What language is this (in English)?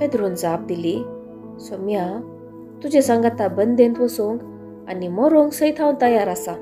Konkani